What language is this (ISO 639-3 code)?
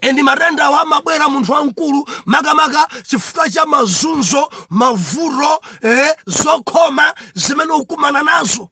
nya